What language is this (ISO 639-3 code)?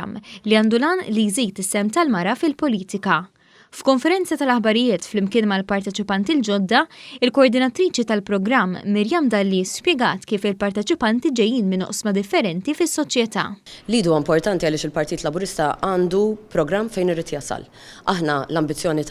mlt